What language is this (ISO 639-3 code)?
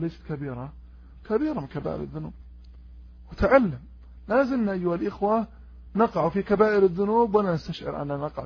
ara